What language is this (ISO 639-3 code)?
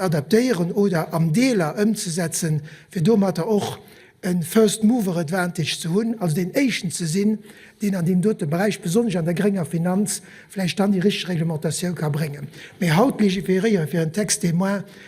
ltz